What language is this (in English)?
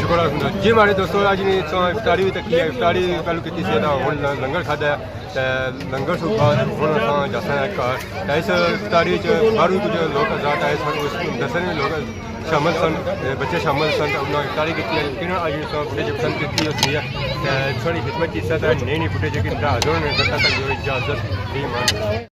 Pahari-Potwari